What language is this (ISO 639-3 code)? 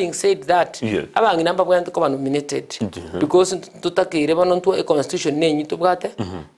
guz